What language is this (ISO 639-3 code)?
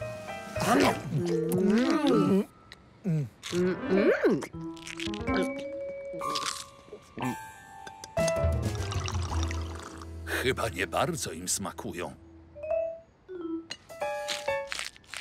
pol